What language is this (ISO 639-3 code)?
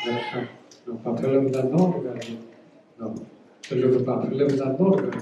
ksw